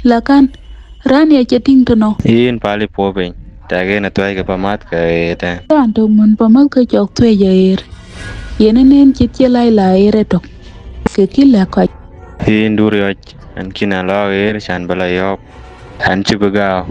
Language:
Dinka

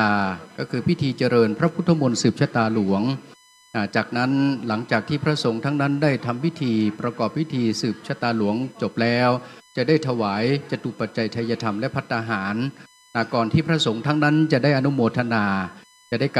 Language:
Pali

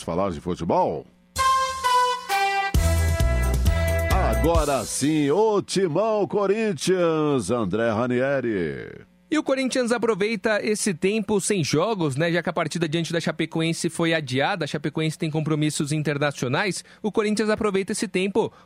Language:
Portuguese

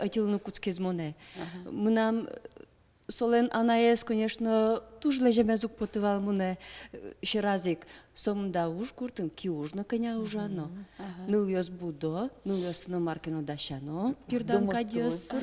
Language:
Udmurt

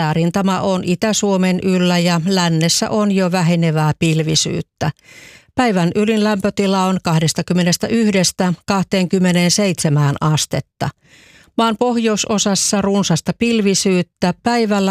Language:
Finnish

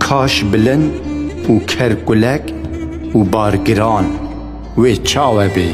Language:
Kurdish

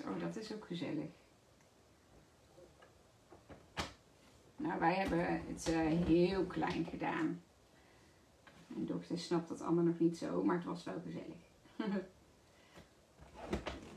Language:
Dutch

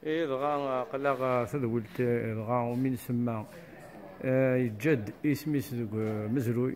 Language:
Kabyle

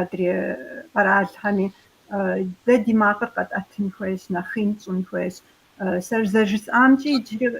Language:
Kabardian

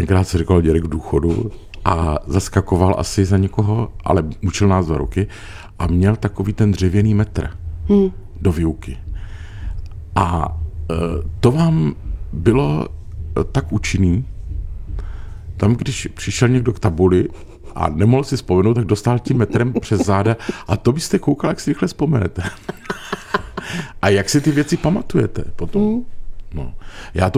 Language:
Czech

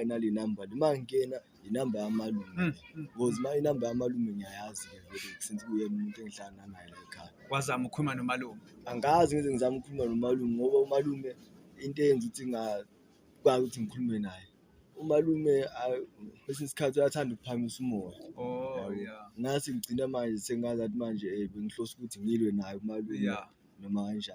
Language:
Zulu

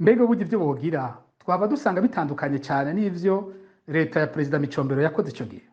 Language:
Rundi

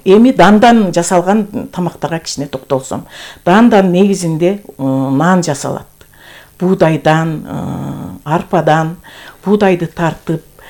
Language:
Kyrgyz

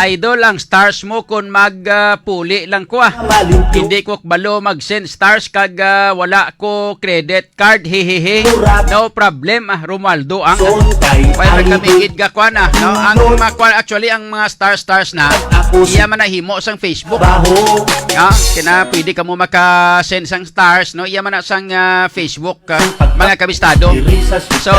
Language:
Hiligaynon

